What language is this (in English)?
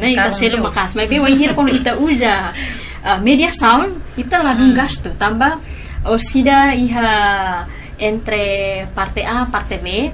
Tetum